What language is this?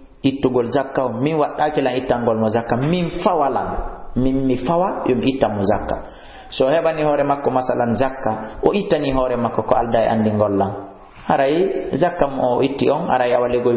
Fula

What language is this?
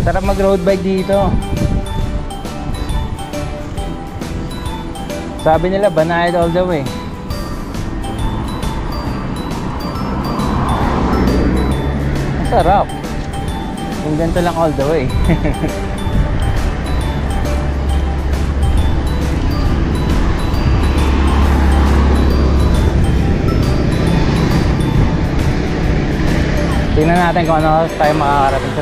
Filipino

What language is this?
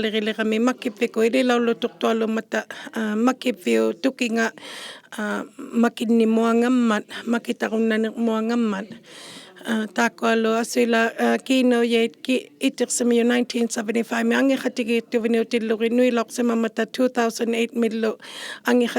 Inuktitut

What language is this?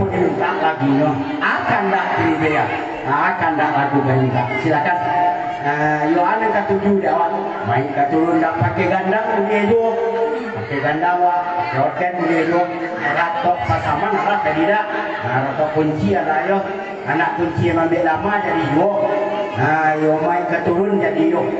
Minangkabau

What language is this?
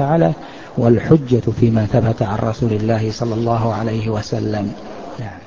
Arabic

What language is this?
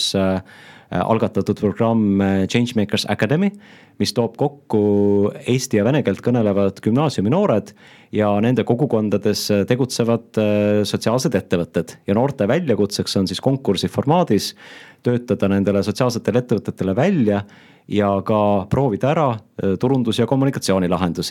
Estonian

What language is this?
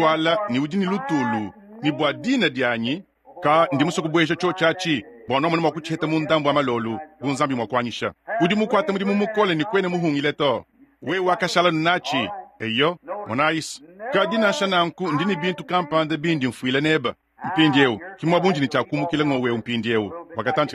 Luba-Lulua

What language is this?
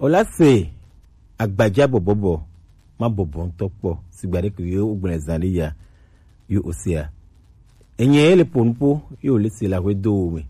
Gen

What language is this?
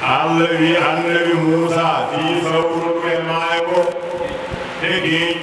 Fula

